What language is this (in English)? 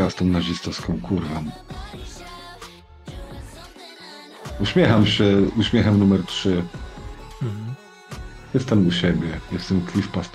Polish